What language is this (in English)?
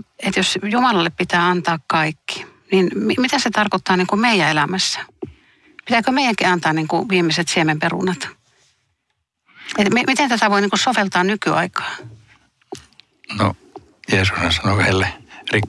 Finnish